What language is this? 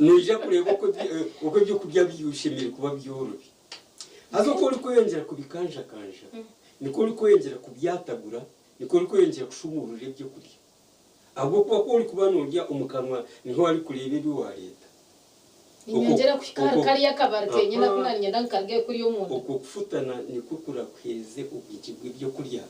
Nyankole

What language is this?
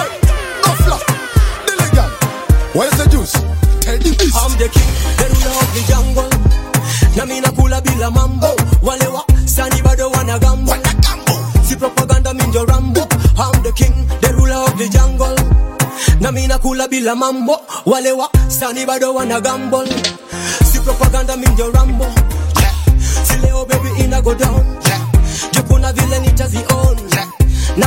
Swahili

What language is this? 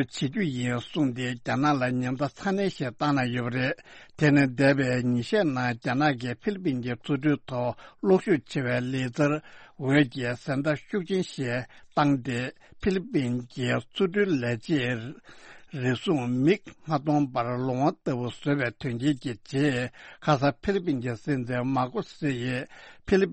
Tibetan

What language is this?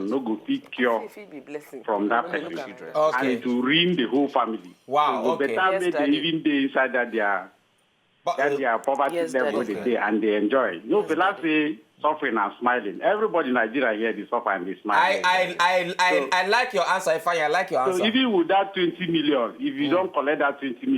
Nigerian Pidgin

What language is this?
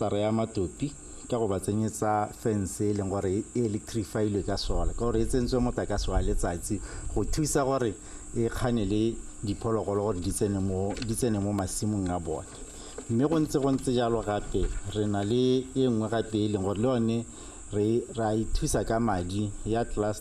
Tswana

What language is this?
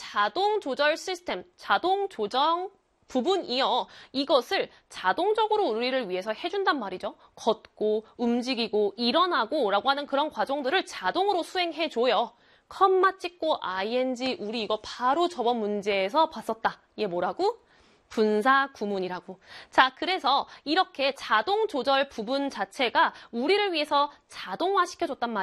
Korean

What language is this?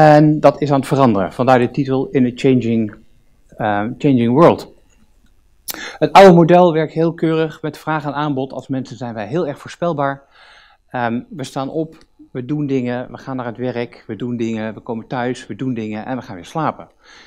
Dutch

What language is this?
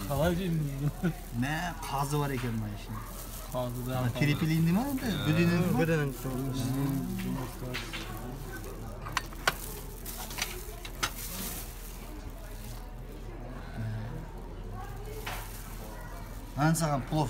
Kazakh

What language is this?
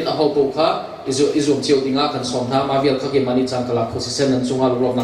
Hakha Chin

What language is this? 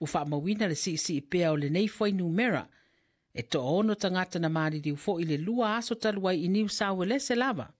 Samoan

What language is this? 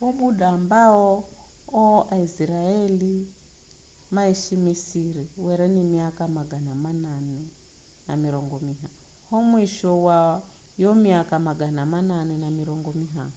Giryama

